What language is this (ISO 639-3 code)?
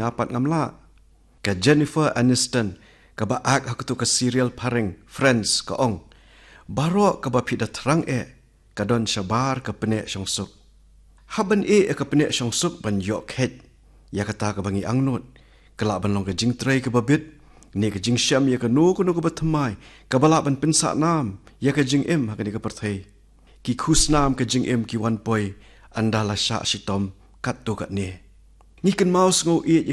kha